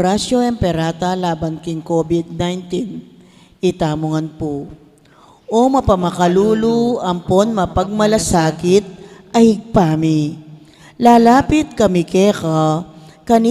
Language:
Pampanga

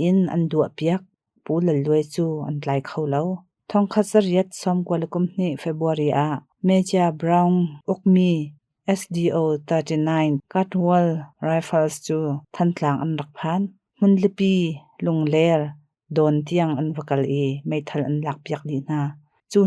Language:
Hakha Chin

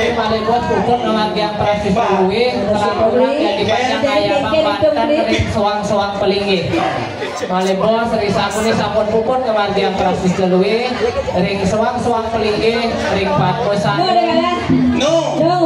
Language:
Balinese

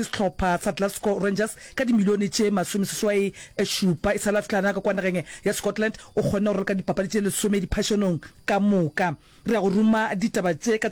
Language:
Northern Sotho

